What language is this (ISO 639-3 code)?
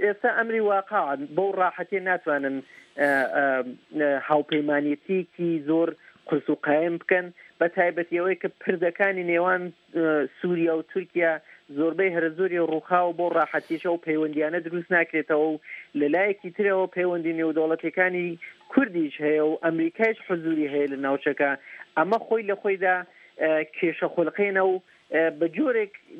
ckb